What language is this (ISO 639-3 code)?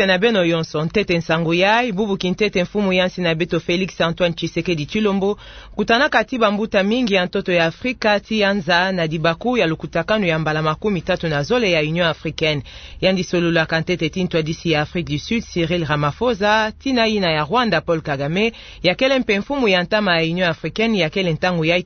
ktu